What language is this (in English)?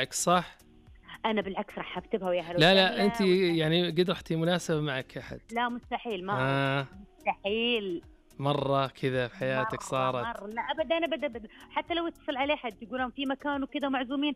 Najdi Arabic